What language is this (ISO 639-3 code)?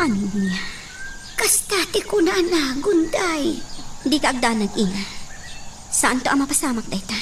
ilo